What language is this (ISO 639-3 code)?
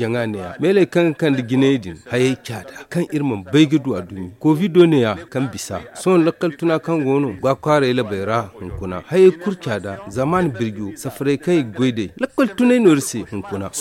dje